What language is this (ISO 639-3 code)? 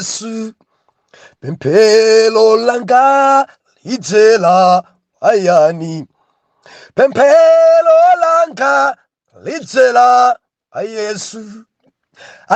nya